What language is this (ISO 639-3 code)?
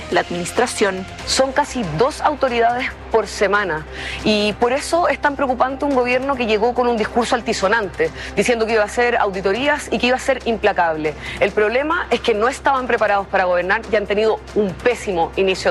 spa